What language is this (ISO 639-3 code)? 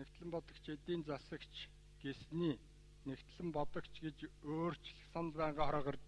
mon